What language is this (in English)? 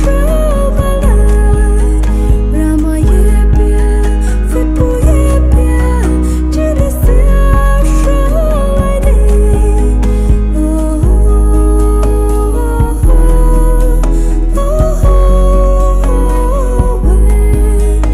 Poumei Naga